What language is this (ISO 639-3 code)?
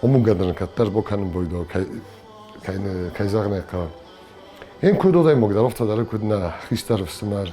oss